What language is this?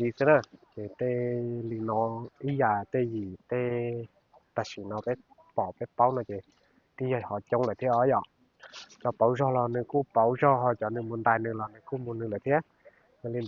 Hmong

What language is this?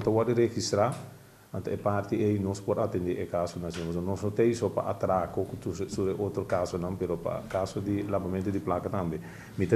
Papiamento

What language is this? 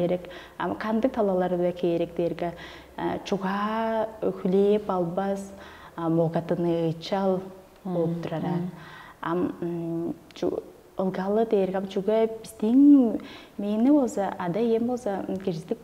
Tuvinian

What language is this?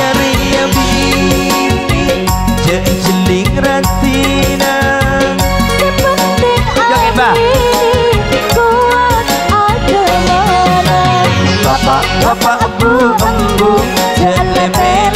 Madurese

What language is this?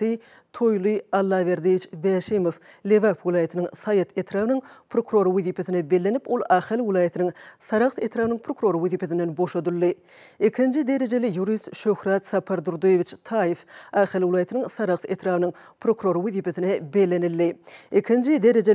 Turkmen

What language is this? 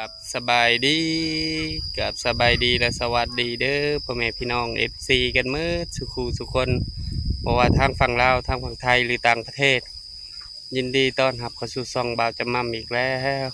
Northeastern Thai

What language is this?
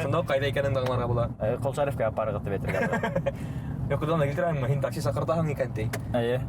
Bashkir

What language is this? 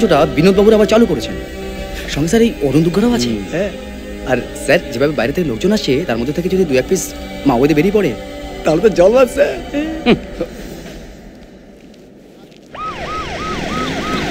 Bangla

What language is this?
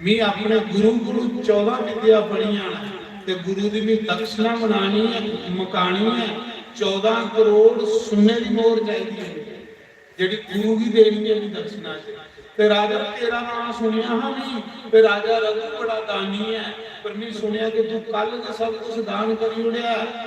Dogri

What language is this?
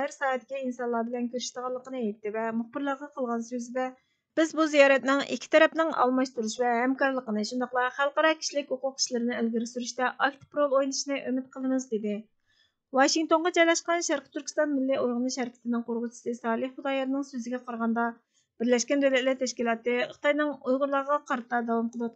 Uyghur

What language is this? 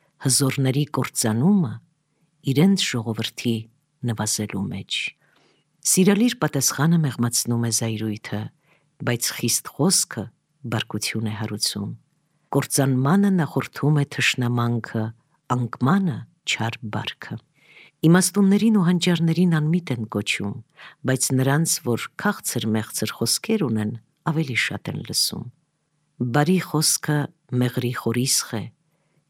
Armenian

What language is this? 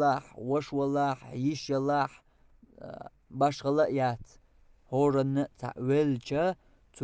Chechen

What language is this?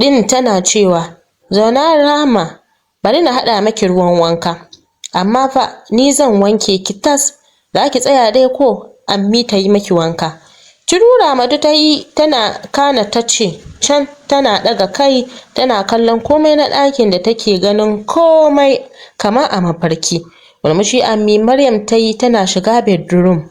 Hausa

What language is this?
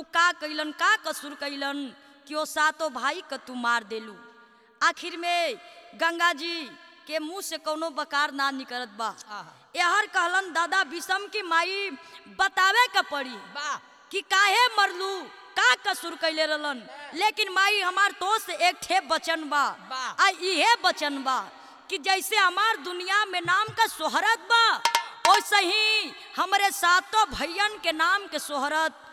Bhojpuri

